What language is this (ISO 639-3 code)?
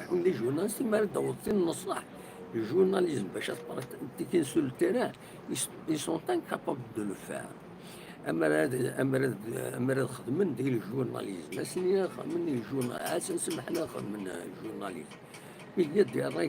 kab